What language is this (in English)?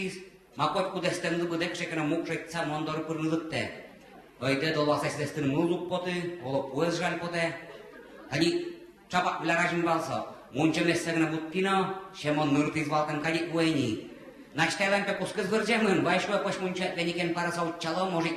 Udmurt